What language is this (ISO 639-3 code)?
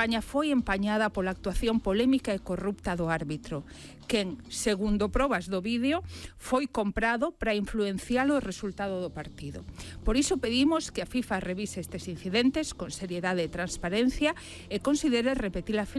glg